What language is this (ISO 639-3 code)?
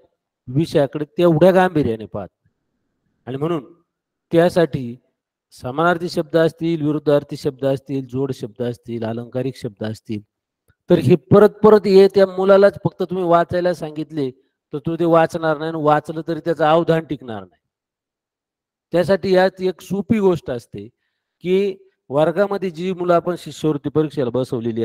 mar